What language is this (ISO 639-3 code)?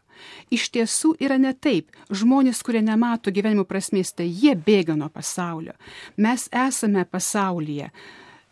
lit